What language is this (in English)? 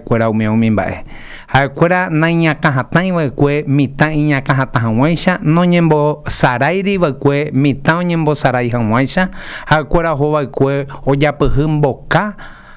Guarani